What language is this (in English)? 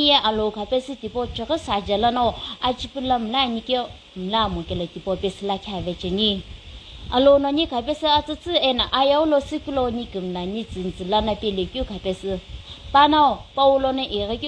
Sumi Naga